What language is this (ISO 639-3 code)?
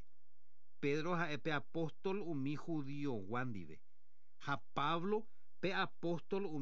grn